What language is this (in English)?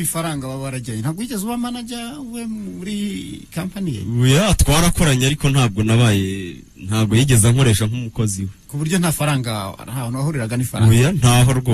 Kinyarwanda